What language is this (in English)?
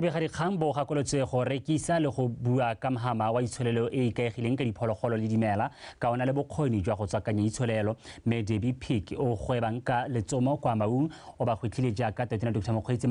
Tswana